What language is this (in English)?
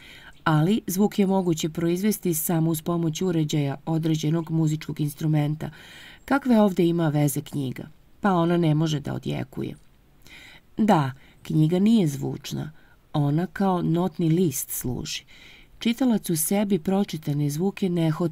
Serbian